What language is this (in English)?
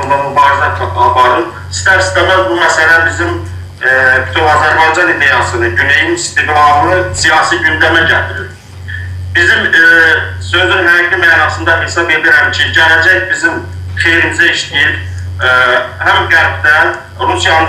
South Azerbaijani